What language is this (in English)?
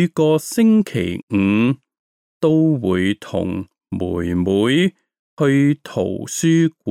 Cantonese